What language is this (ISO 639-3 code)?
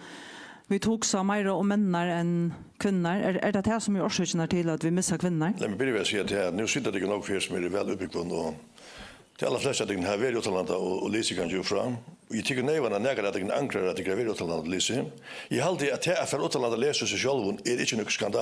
fao